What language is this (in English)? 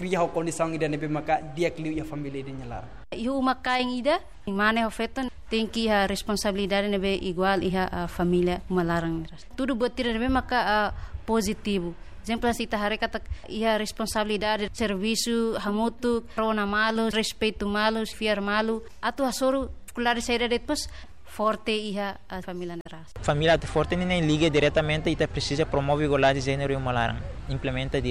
Tetum